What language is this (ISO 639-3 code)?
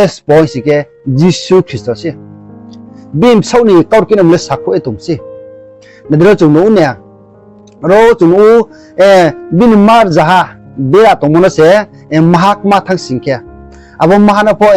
ria